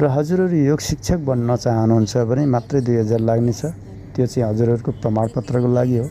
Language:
Nepali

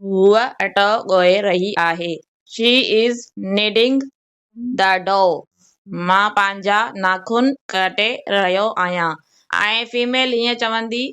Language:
Sindhi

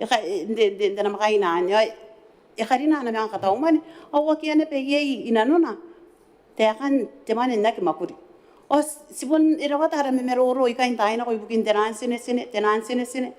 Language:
Gilbertese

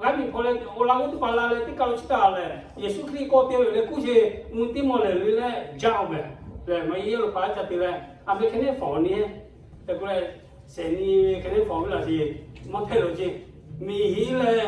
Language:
Lahu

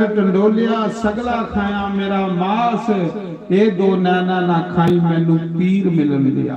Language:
Dogri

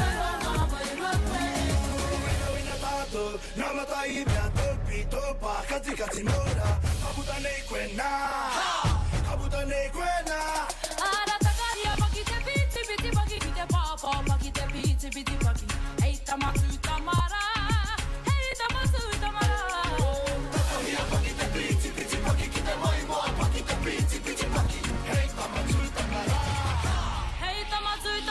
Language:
Māori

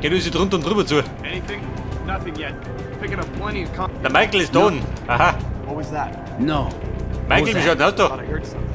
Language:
Bavarian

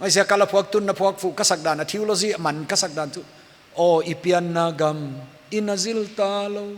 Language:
Paite Chin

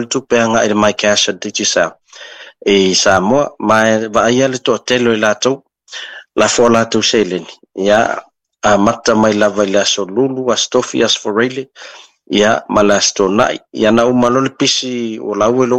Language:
Samoan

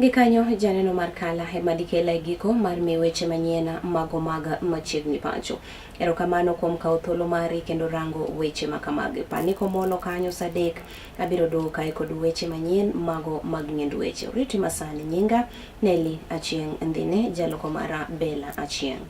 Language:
Luo (Kenya and Tanzania)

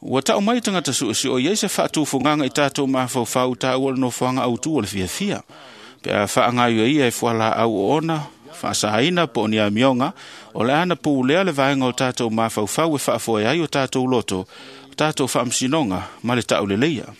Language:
Samoan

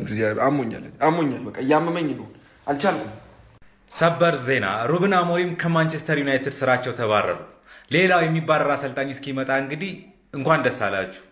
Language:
Amharic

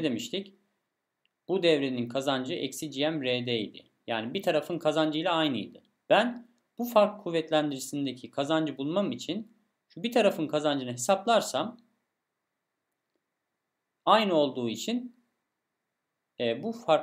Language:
Turkish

